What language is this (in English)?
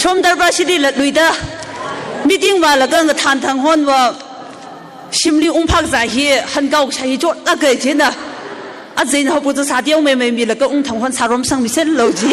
Tangkhul Naga (India)